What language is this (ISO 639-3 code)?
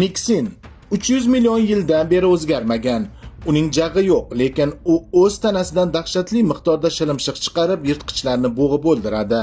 uzb